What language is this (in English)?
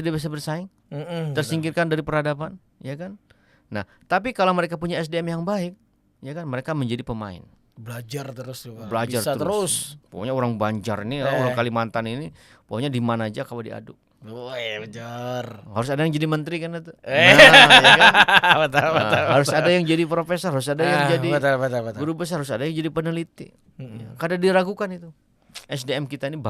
Banjar